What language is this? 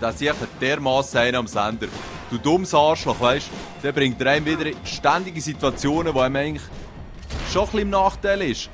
Swiss German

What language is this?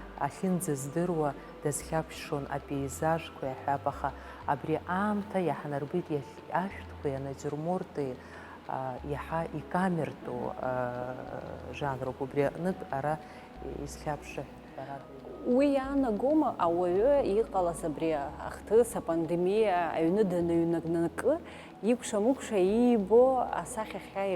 Abkhazian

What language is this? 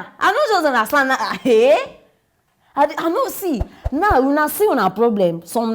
Nigerian Pidgin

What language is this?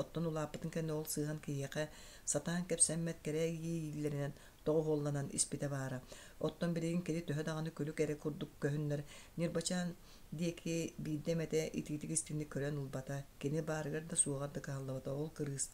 Yakut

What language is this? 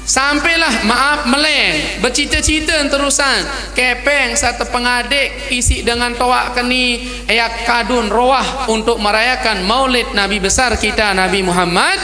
Sasak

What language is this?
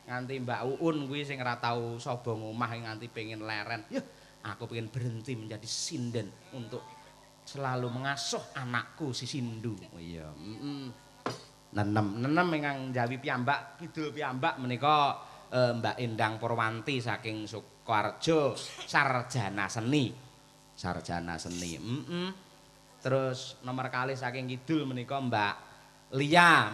Javanese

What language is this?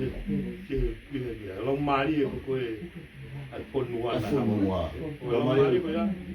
Tongan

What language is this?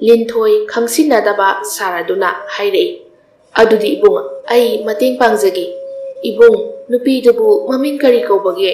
Manipuri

